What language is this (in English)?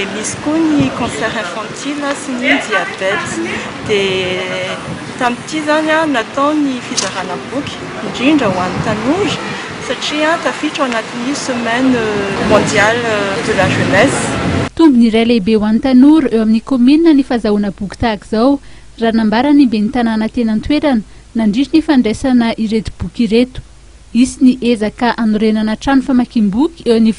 Malagasy